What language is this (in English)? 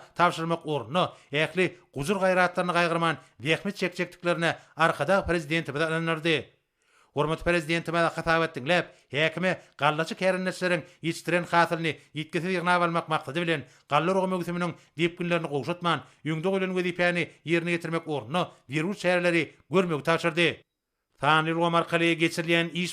Turkmen